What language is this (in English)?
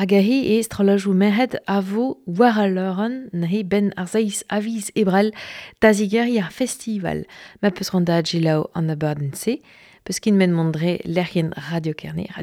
Breton